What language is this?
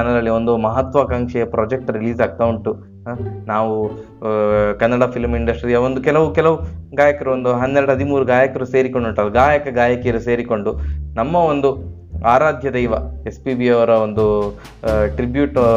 Kannada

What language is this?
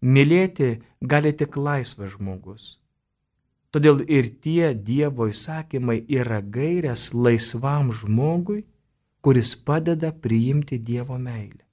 Lithuanian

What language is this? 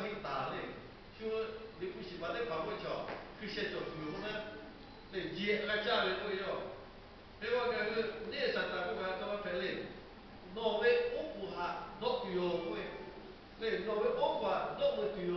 Lahu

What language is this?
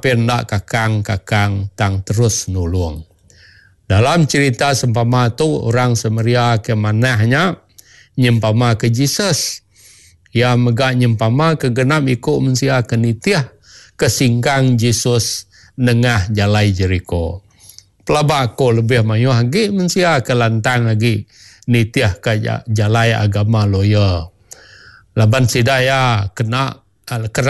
Iban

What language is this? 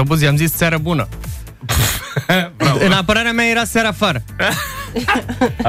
Romanian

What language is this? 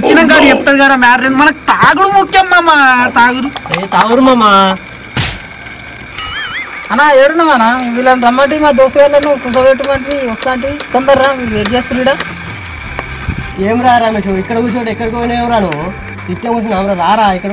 Telugu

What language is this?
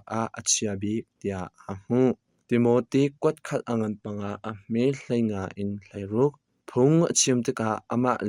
Hakha Chin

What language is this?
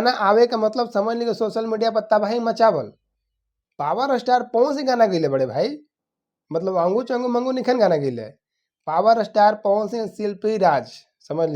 Bhojpuri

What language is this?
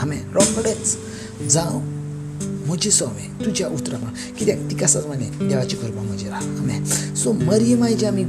Konkani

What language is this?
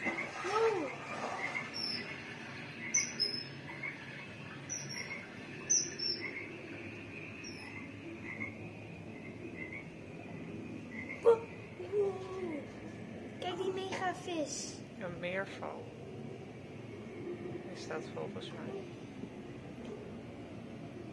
Dutch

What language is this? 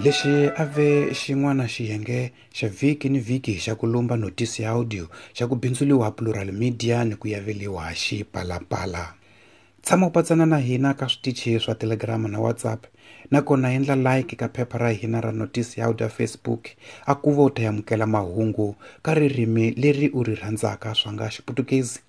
Tsonga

